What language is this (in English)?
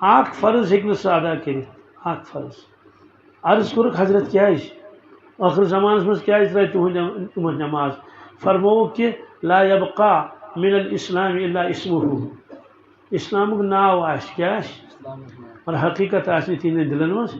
Kashmiri